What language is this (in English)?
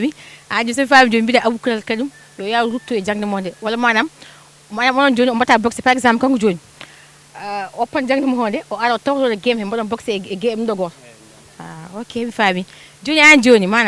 Fula